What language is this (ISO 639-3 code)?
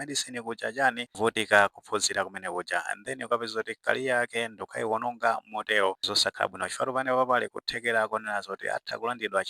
nya